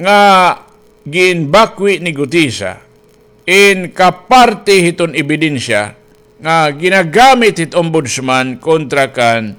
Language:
Waray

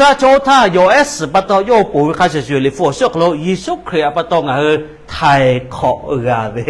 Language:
Lahu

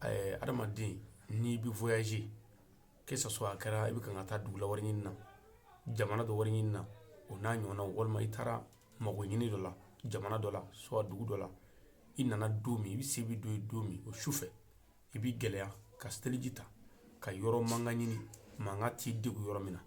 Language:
Bambara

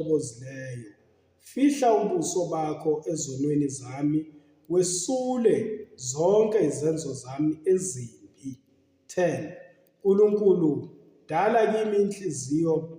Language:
Zulu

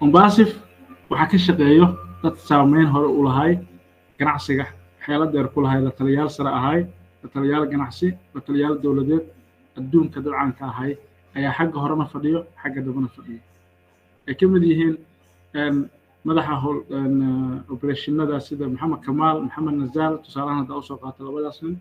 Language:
Somali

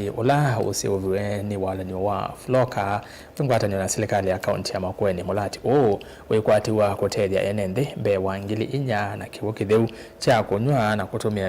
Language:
Kamba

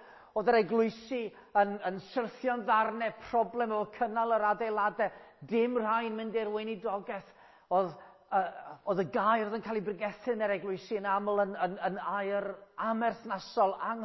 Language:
Welsh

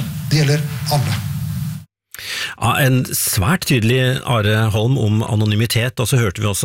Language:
Norwegian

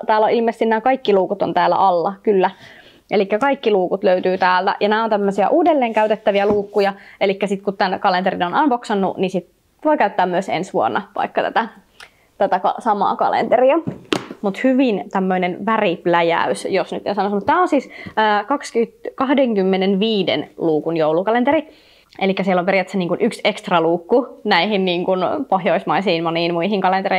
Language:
Finnish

